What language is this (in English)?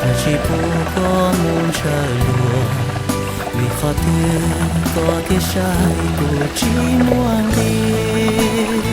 Hmong